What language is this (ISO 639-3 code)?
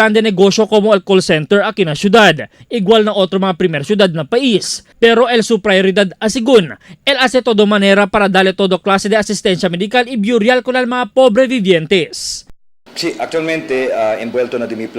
cbk